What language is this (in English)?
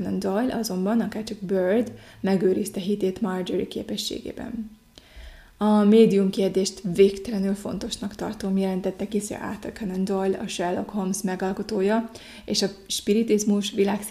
Hungarian